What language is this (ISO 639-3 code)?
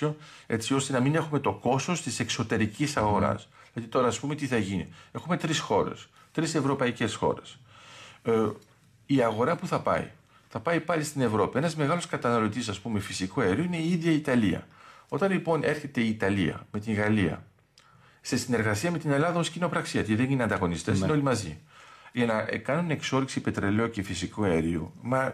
ell